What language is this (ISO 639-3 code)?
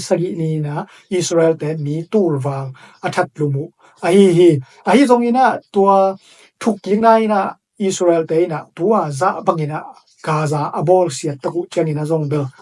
ctd